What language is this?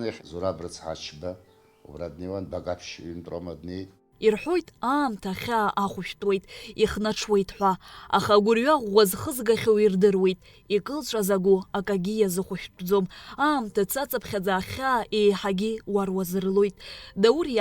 Abkhazian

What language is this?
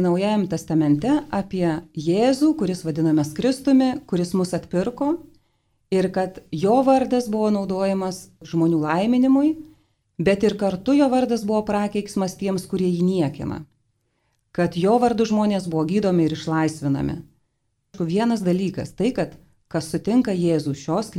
Lithuanian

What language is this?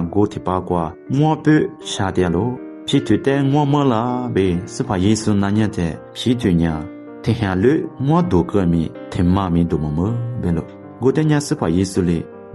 Lisu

